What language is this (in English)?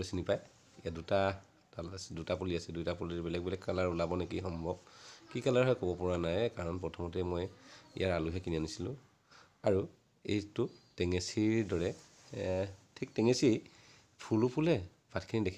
Assamese